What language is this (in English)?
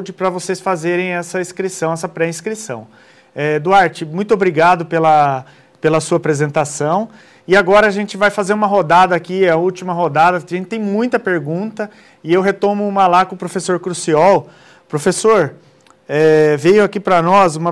Portuguese